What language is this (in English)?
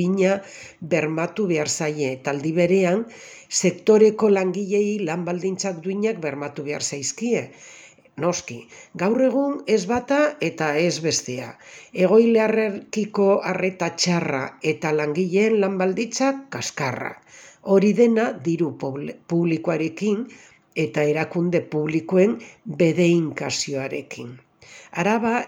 Basque